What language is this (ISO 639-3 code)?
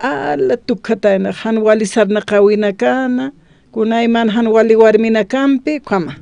aym